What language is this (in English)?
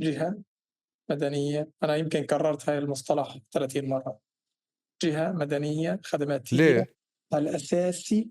North Levantine Arabic